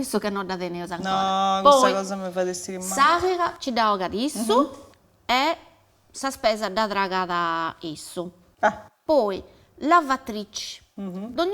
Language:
Sardinian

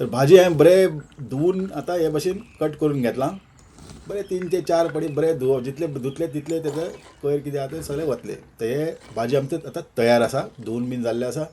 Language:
Konkani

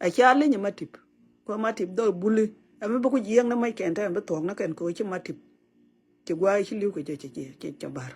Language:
Nuer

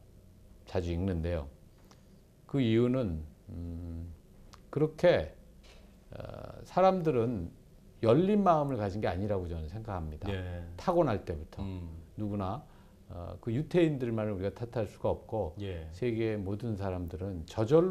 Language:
Korean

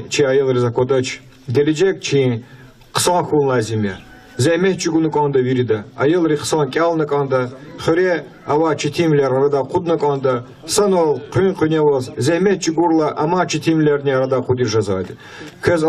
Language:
Lezghian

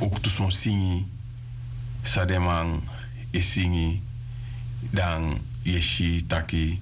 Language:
Sranan Tongo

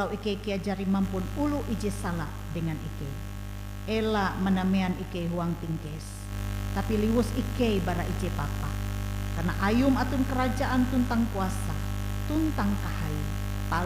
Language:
Ngaju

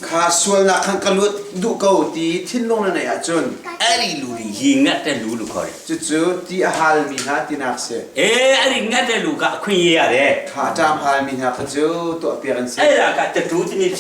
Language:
Hakha Chin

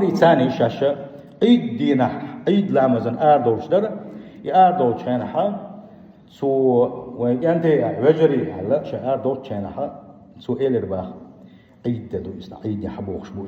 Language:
Chechen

